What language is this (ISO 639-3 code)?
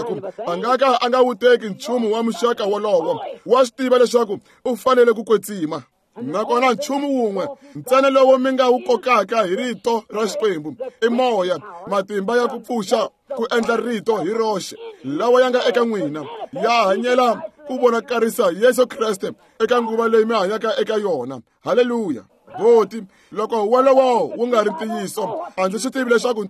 tso